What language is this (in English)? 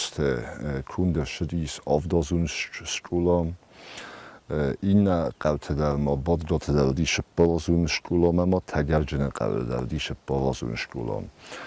Ossetic